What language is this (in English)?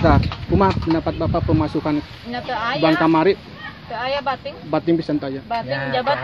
Sundanese